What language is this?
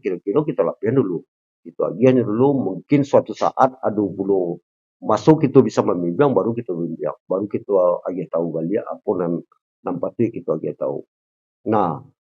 Minangkabau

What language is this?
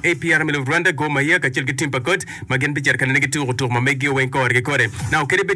Acoli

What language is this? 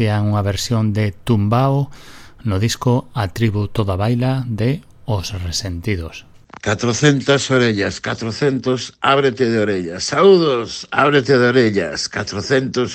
Galician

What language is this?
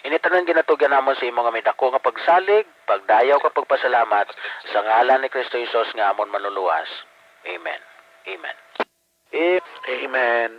Hiligaynon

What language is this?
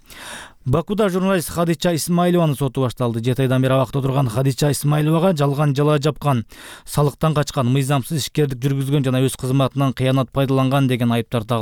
Kyrgyz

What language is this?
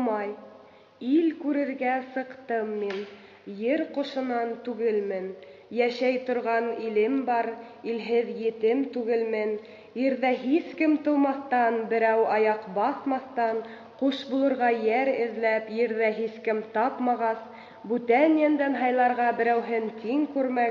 Bashkir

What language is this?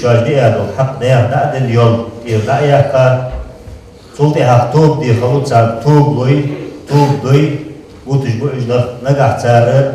Ingush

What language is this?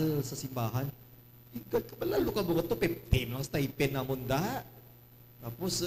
Hiligaynon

